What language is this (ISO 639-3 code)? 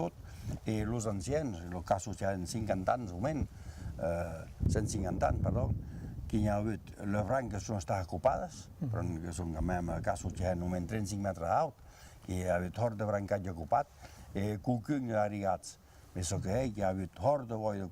oci